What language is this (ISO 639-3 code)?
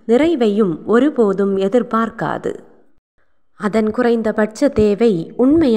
tam